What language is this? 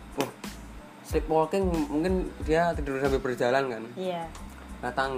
Indonesian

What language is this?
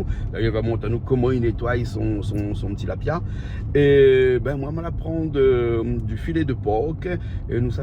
Réunion Creole French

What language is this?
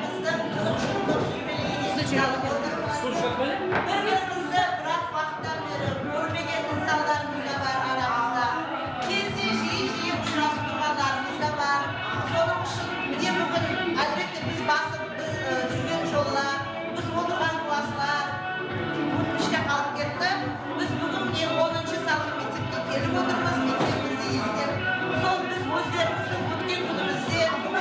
Kara-Kalpak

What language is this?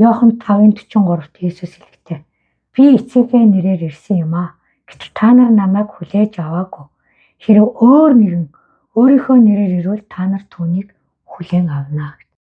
Mongolian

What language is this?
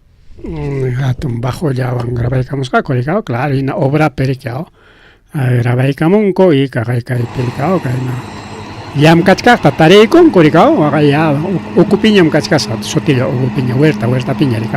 Ayacucho Quechua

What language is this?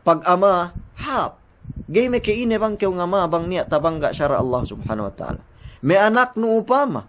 Yakan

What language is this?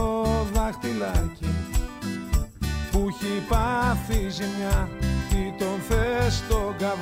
Greek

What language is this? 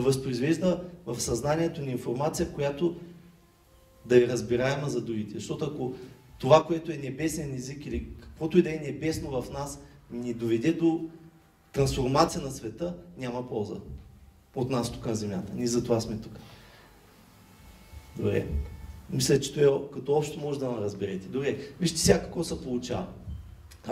Bulgarian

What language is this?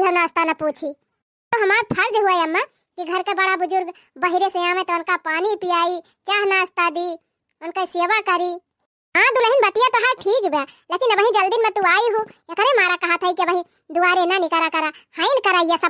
Awadhi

